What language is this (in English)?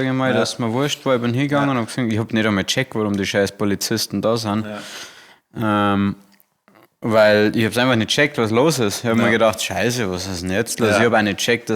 Bavarian